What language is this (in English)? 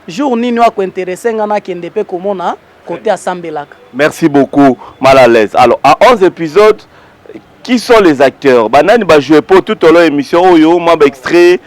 Lingala